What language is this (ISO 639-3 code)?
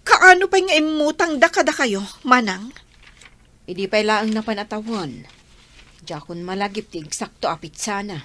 ilo